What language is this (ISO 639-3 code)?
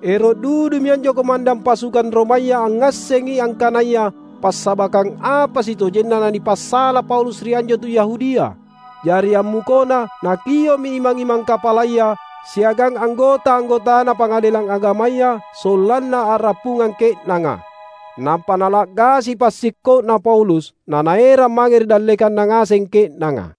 mak